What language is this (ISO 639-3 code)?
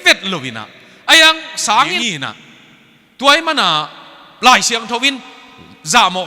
ctd